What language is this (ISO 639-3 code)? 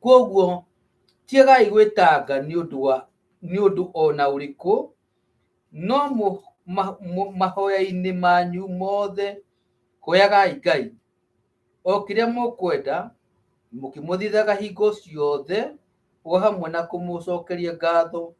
kik